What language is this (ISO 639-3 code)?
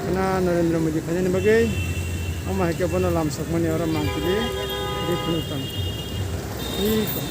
trp